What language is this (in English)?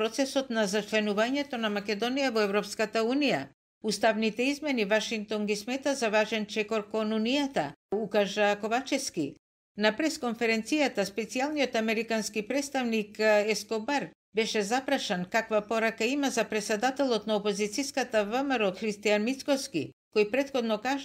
Macedonian